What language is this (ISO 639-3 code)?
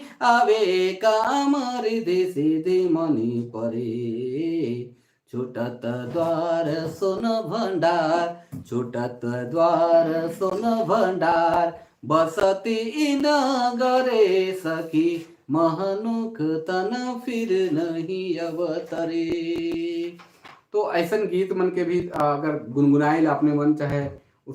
sck